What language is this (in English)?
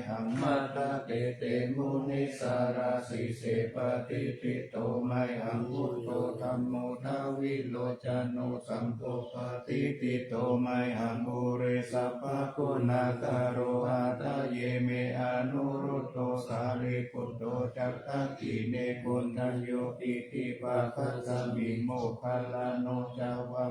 Pali